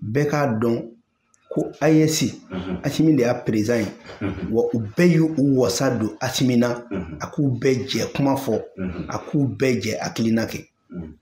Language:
Bambara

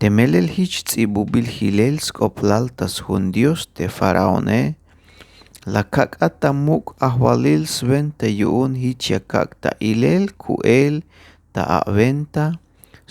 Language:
Tzeltal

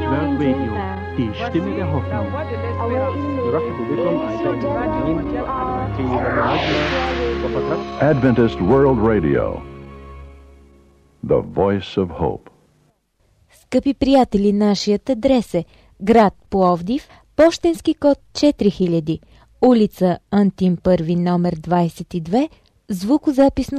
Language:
Bulgarian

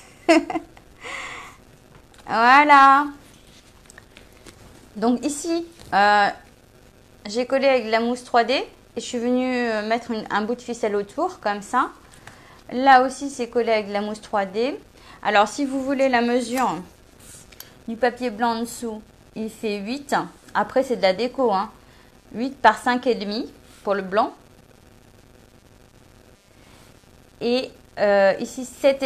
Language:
French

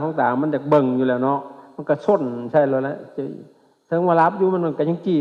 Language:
Lao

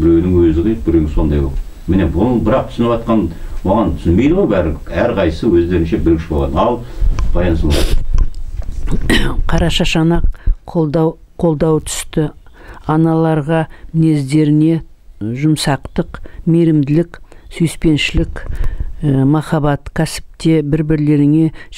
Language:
Kazakh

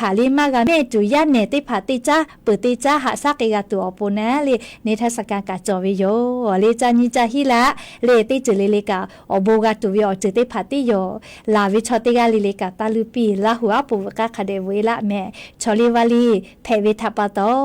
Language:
Lahu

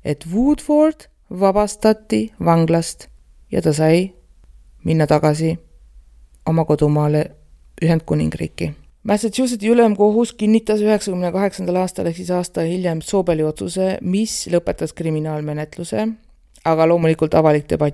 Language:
Estonian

